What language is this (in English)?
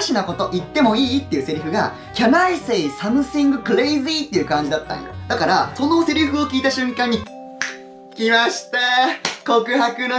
Japanese